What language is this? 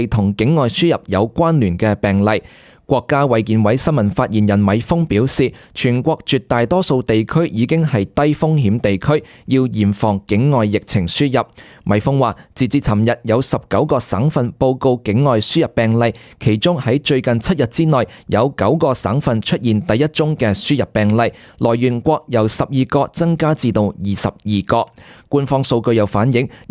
Cantonese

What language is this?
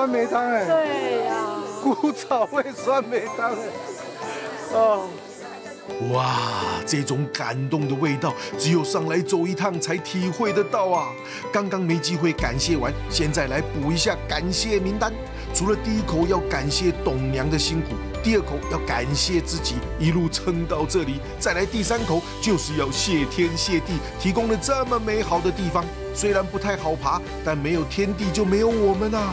Chinese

